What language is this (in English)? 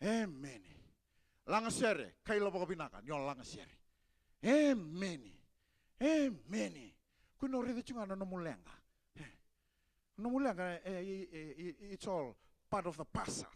Fijian